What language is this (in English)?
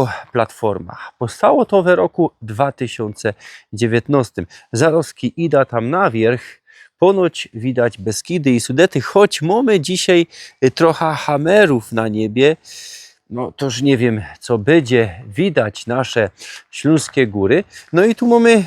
Silesian